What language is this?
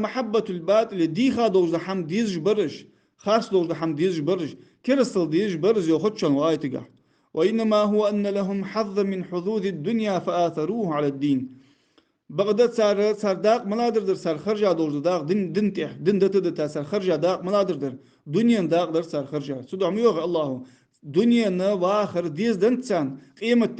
Ingush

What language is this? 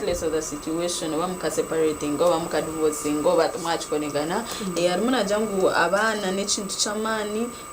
Nyankole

